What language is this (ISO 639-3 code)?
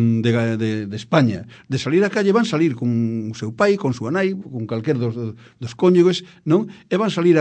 glg